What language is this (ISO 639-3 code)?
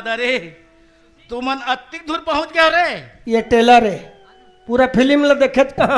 hne